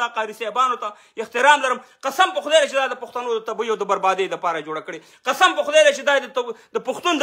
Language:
Pashto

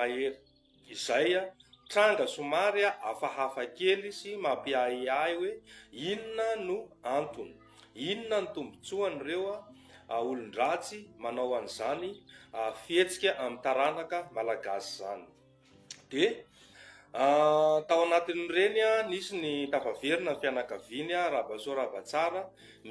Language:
Malagasy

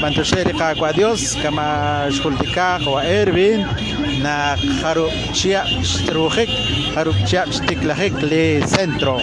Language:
Kekchí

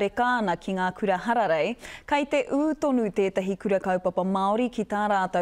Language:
Māori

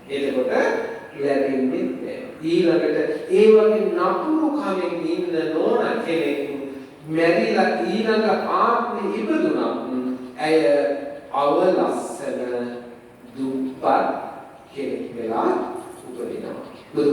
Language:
Sinhala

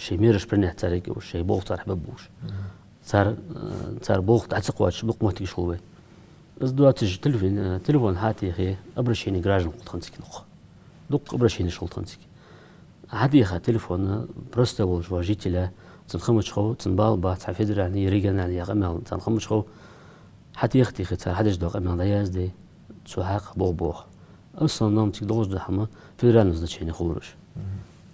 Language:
Ingush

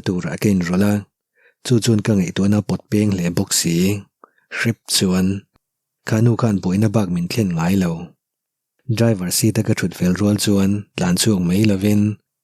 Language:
Mizo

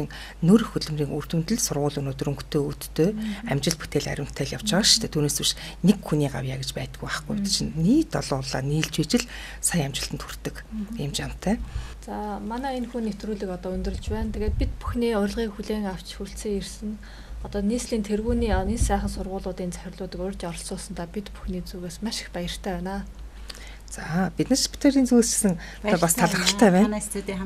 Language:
Mongolian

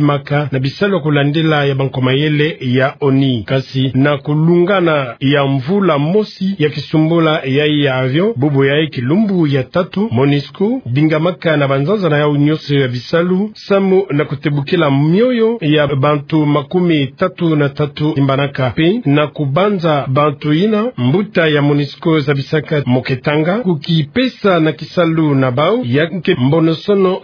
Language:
Kituba (Democratic Republic of Congo)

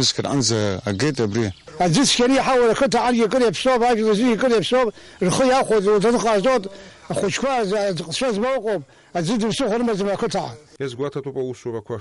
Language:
Abkhazian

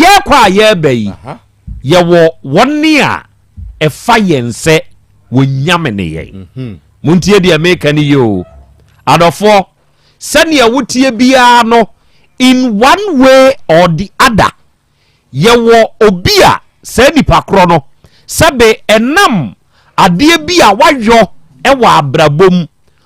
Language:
Akan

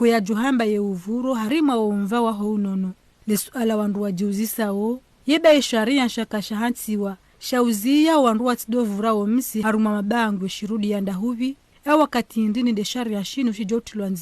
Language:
Ngazidja Comorian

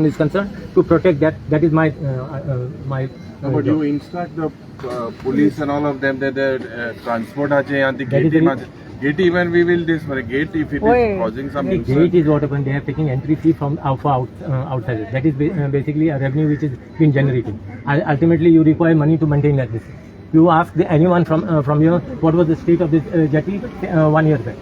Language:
Konkani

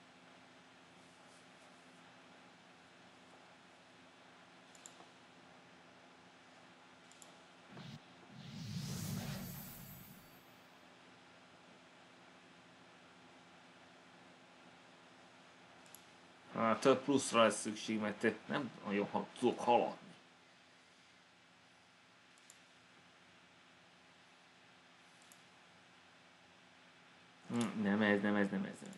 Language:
Hungarian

